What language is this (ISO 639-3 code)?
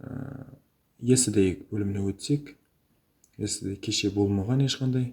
kaa